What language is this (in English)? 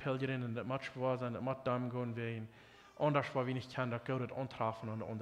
Plautdietsch